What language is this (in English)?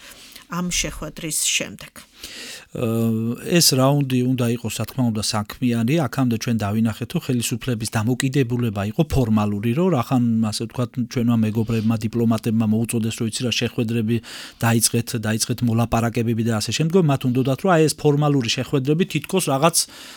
Georgian